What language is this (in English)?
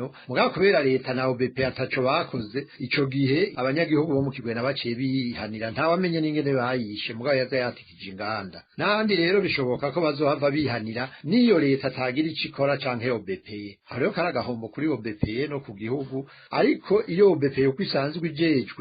Rundi